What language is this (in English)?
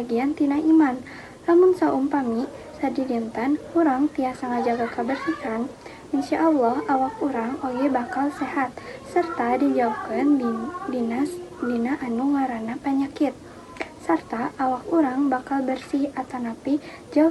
Sundanese